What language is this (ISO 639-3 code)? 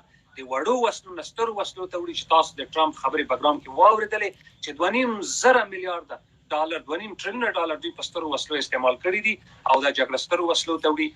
pus